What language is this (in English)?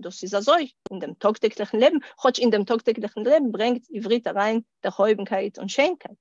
Yiddish